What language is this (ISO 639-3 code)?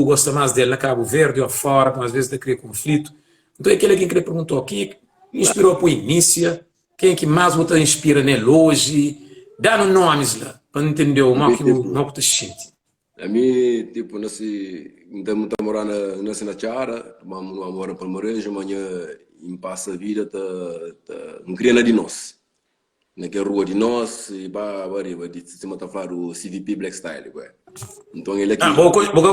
kea